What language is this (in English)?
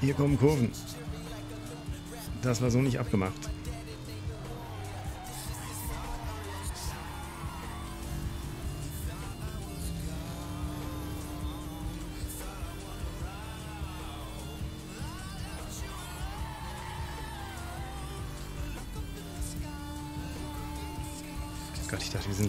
German